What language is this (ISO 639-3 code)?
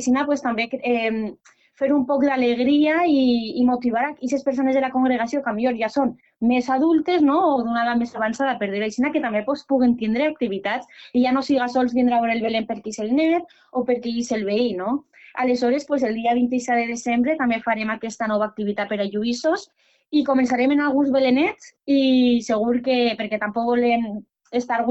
cat